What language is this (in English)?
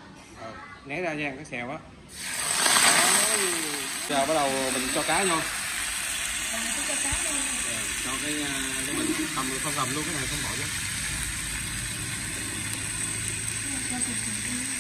Vietnamese